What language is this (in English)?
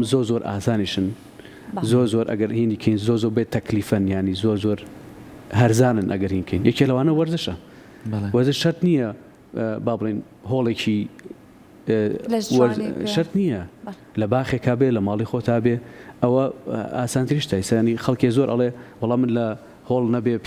Central Kurdish